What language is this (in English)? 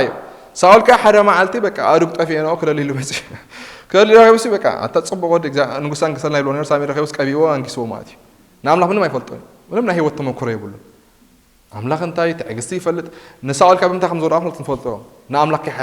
Tigrinya